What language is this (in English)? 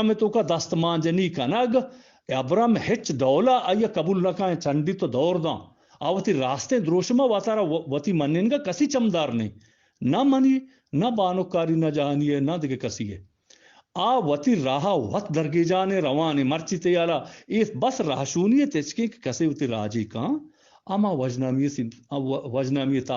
Eastern Balochi